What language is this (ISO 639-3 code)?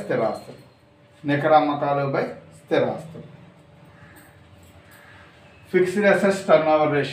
tel